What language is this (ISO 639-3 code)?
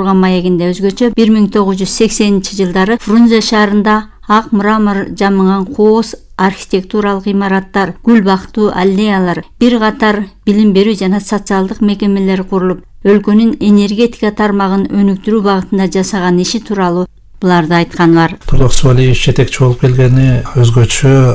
kir